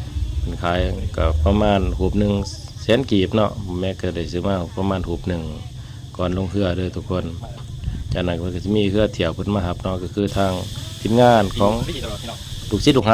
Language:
Lao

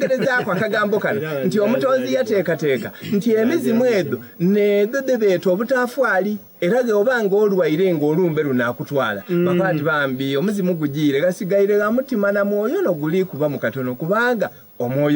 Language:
Soga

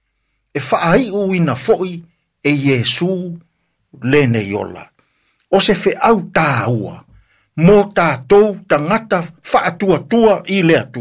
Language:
Samoan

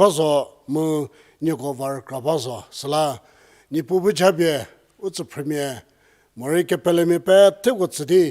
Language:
Angami Naga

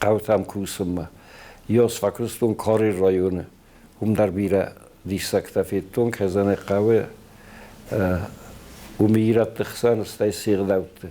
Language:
Ossetic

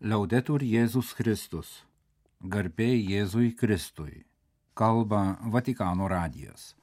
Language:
Lithuanian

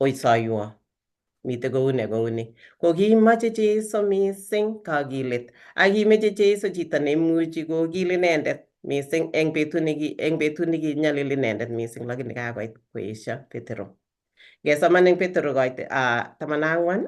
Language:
Kalenjin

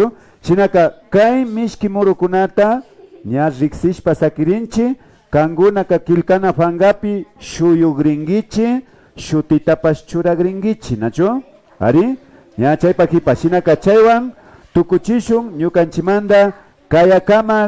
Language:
Imbabura Highland Quichua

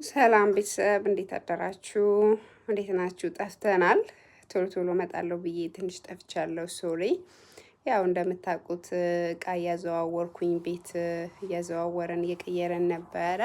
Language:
Amharic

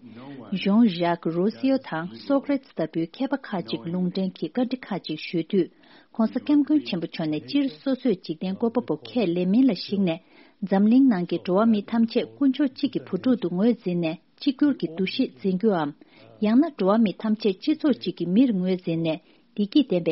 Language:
Tibetan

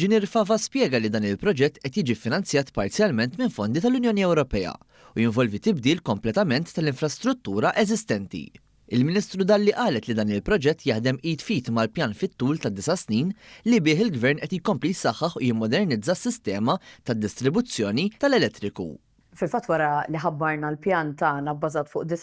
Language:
Maltese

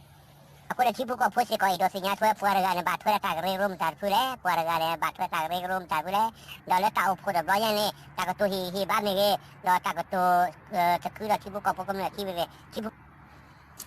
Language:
S'gaw Karen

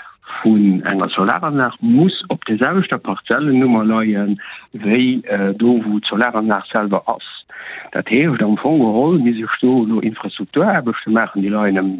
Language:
Luxembourgish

